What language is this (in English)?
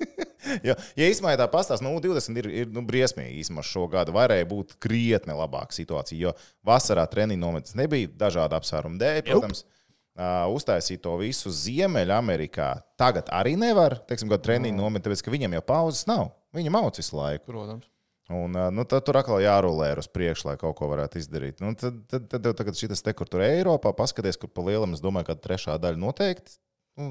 Latvian